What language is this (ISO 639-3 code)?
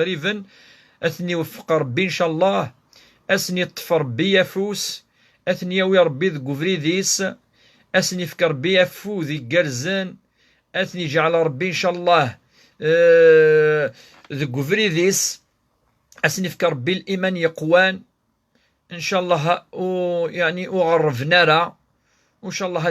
kab